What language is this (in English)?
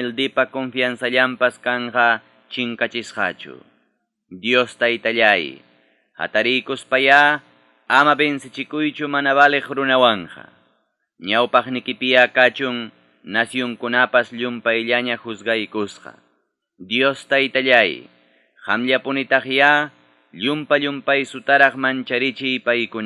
Ayacucho Quechua